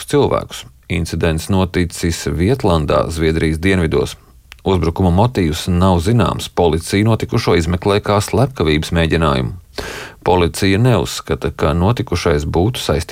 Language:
Latvian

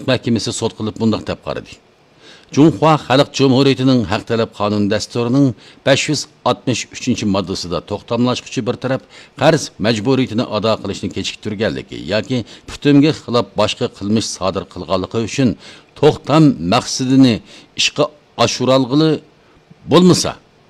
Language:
Uyghur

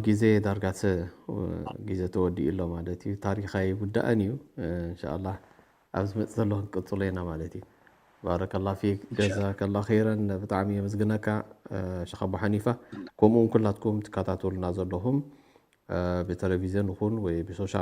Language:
Tigrinya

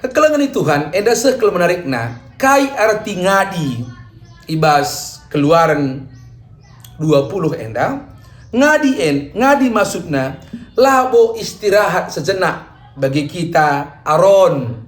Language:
Batak Karo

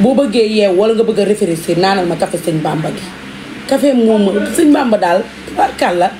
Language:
Wolof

